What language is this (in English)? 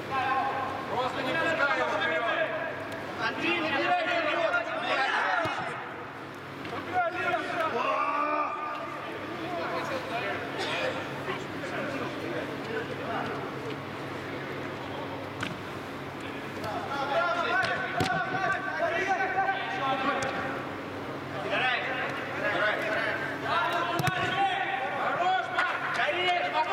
Russian